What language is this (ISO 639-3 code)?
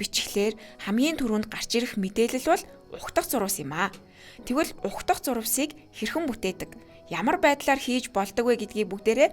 mon